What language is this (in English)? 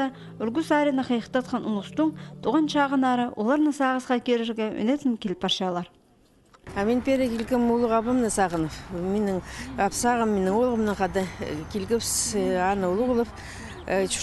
Khakas